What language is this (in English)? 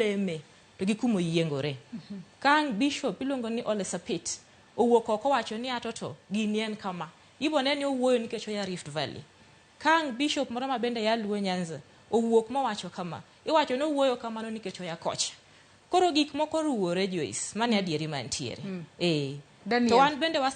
Luo (Kenya and Tanzania)